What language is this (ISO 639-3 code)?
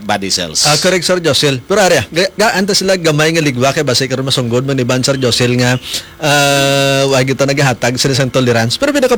hil